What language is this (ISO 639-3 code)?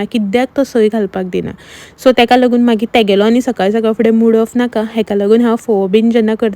kok